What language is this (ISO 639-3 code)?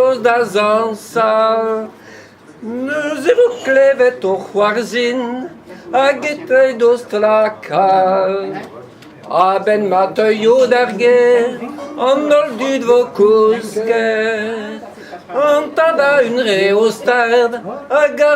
bre